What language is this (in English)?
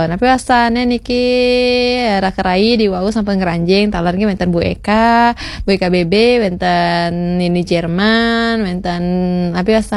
Balinese